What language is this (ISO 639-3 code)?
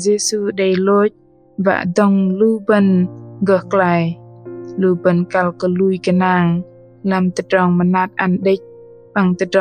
bdq